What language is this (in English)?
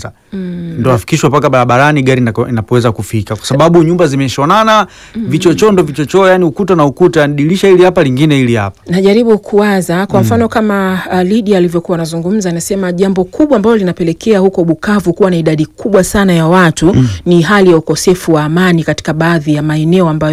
Swahili